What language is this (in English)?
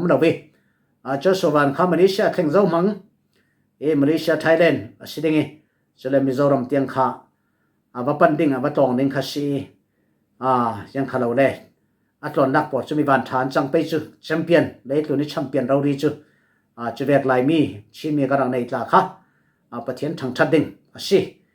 Falam Chin